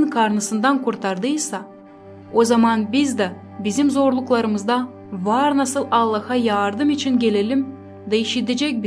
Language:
Gagauz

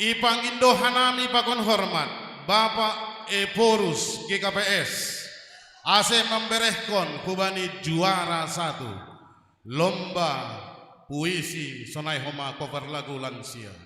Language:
Batak Simalungun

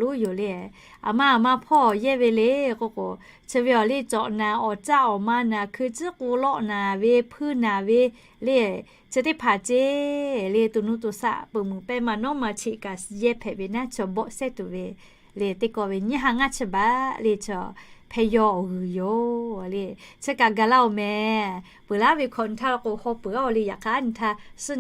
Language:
Lahu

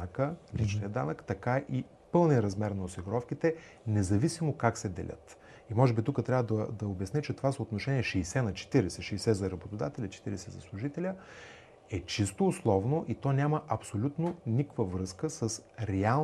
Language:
Bulgarian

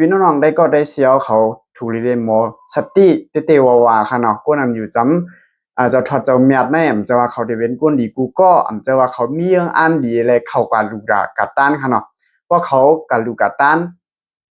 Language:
Shan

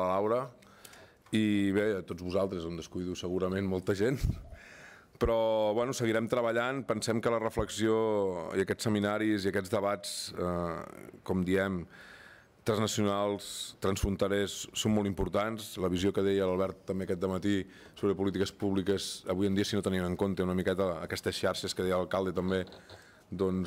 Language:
Catalan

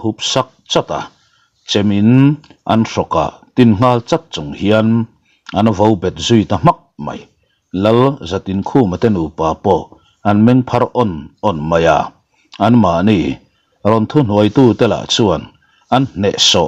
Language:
Mizo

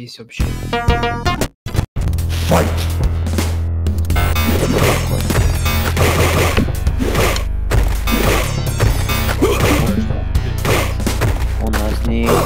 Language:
Russian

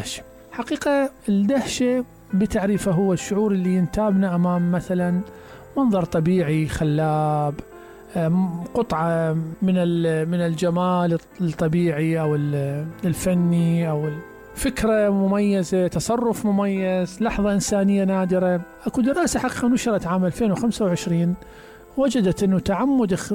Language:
Mesopotamian Arabic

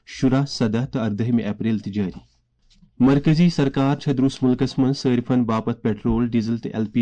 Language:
Kashmiri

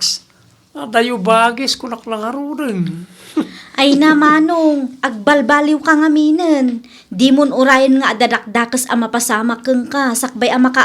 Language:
Iloko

